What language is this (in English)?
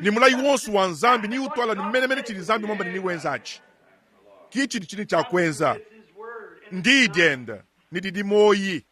Luba-Lulua